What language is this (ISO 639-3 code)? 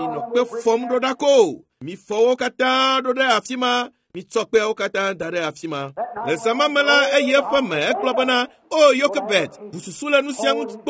ewe